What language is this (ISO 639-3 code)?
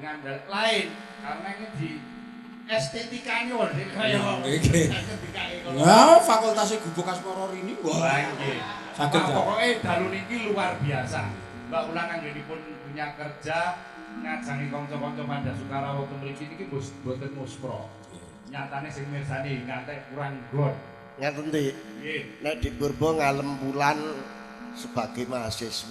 jav